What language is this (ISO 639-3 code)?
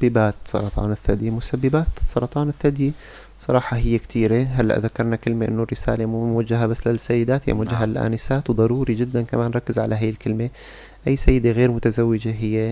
apc